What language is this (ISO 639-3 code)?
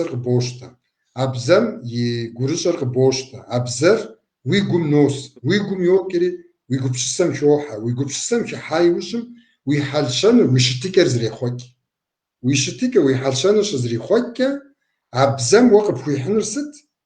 kbd